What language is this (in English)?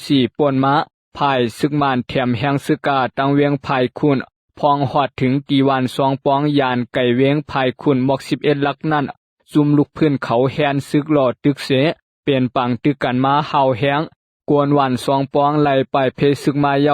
Shan